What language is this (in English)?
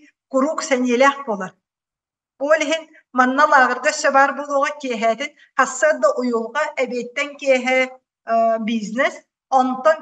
Yakut